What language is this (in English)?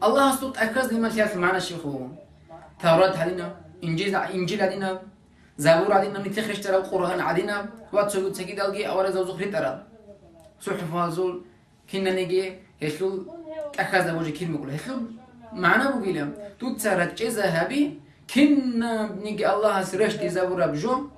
Avaric